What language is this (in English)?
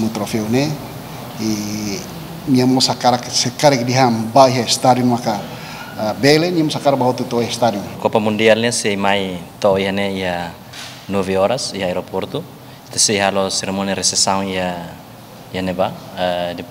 Tetum